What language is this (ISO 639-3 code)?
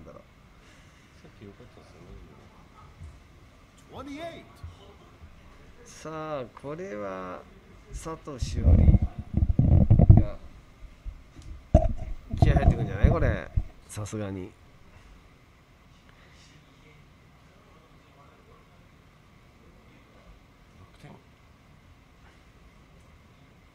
jpn